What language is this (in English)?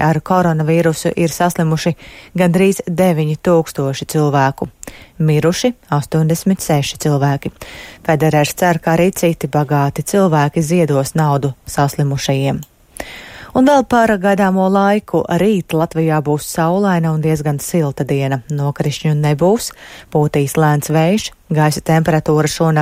Latvian